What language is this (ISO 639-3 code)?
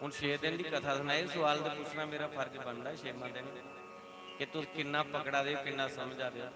doi